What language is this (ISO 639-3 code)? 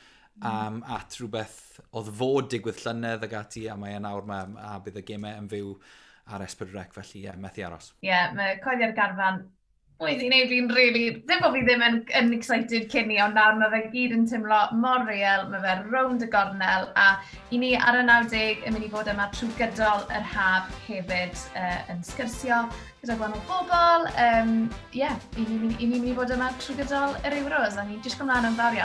cym